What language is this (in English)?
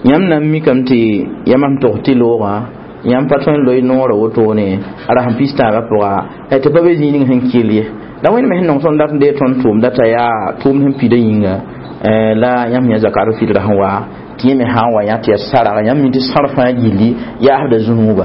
Mossi